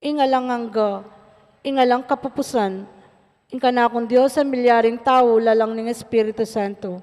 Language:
Pampanga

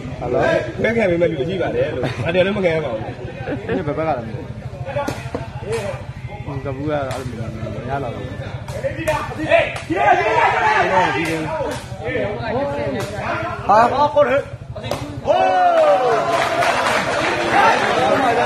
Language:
Burmese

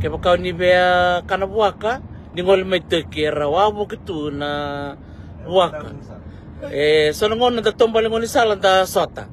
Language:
Fijian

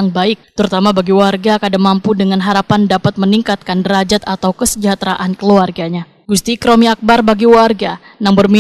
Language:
Banjar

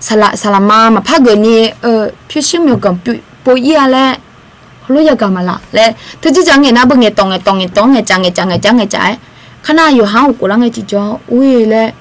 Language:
Akha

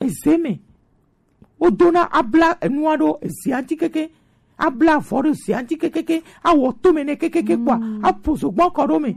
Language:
Gen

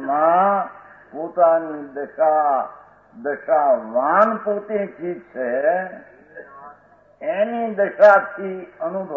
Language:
Gujarati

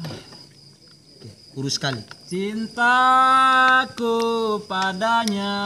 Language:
Bima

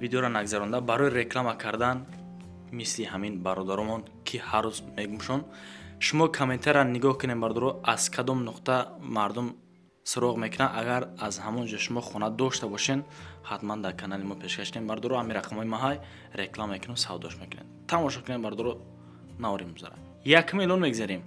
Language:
Tajik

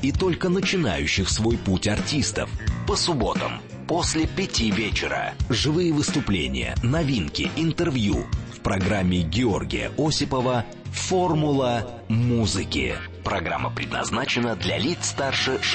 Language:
Russian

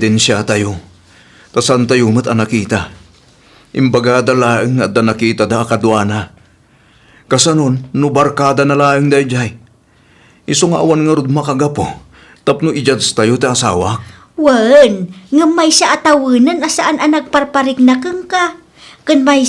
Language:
Iloko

